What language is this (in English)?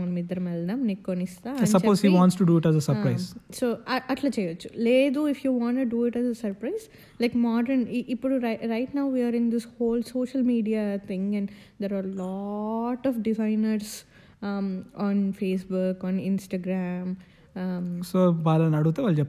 Telugu